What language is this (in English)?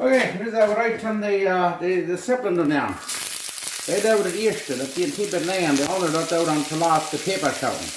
Plautdietsch